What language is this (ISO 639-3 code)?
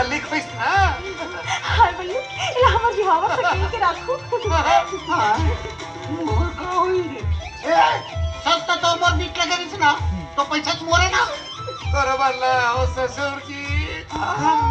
hne